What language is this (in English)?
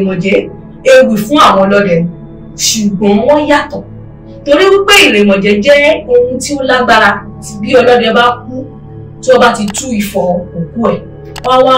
Yoruba